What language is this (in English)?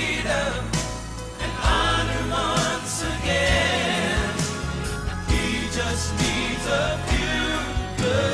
Tahitian